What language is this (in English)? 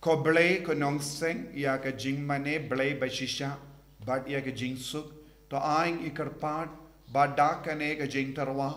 Khasi